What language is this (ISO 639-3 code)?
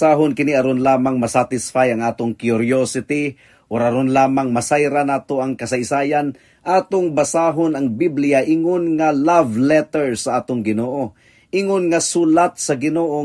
ceb